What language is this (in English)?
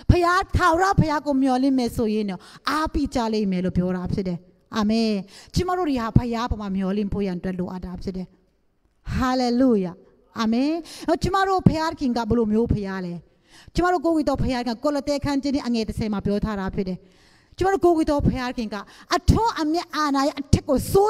Burmese